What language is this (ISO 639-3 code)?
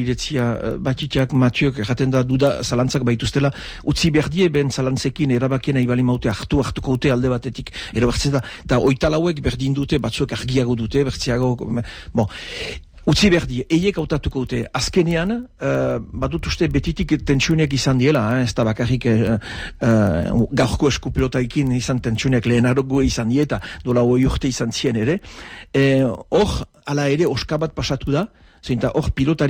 eus